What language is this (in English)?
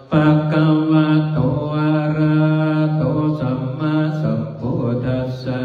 Pali